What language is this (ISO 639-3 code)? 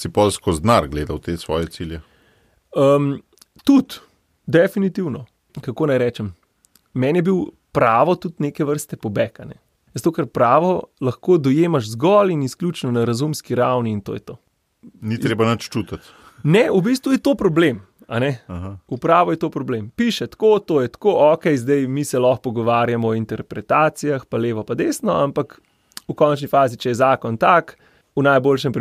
slv